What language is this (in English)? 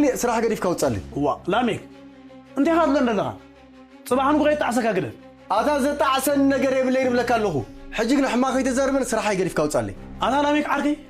Tigrinya